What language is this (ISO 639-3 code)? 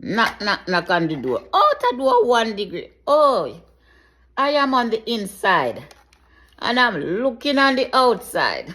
jam